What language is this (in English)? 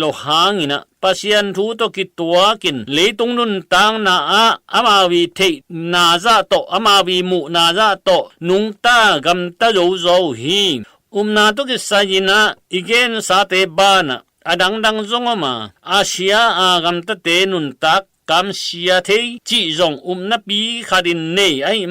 Tedim Chin